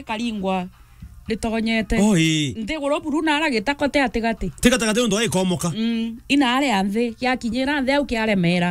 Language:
Meru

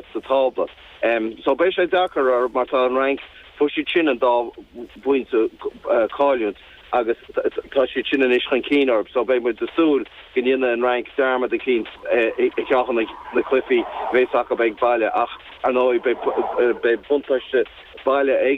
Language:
Irish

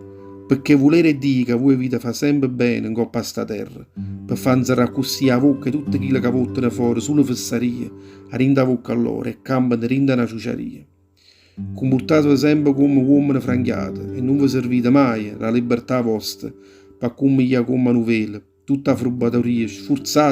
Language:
Neapolitan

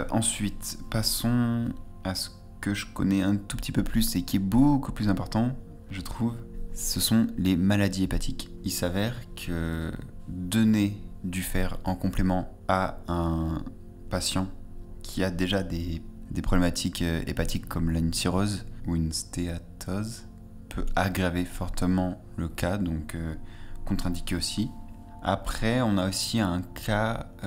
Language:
French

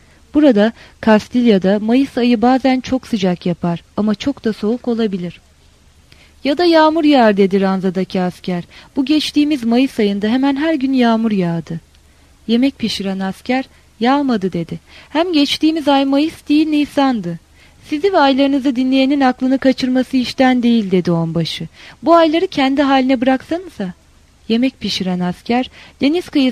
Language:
Turkish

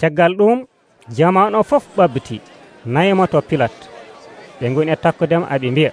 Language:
Nigerian Fulfulde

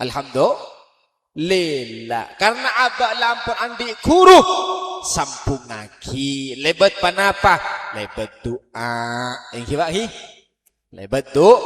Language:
Madurese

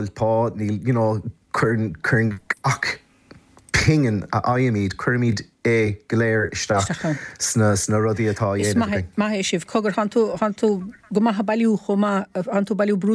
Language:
Irish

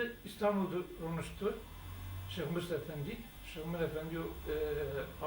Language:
Zaza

